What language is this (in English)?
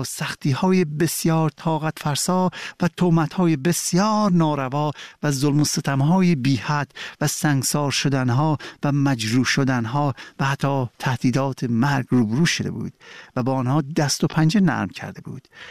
Persian